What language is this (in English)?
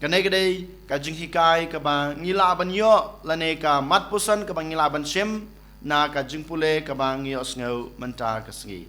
Khasi